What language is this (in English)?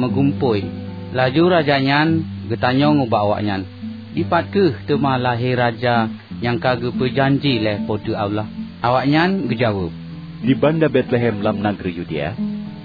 Achinese